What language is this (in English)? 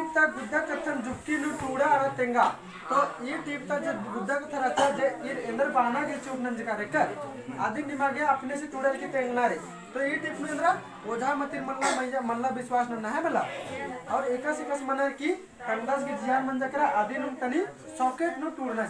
Kurukh